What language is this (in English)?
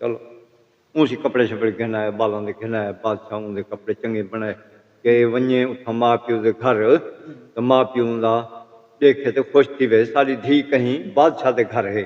Saraiki